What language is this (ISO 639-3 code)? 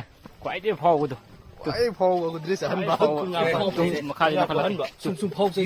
mni